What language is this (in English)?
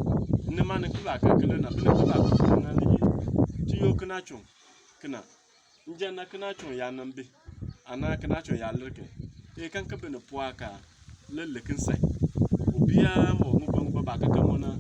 Bimoba